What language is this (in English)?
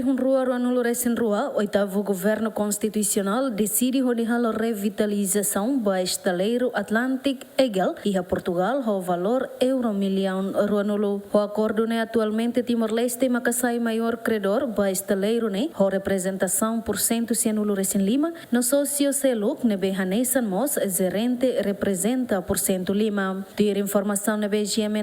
Tetum